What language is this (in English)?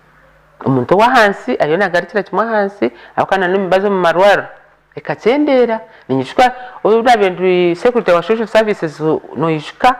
Nyankole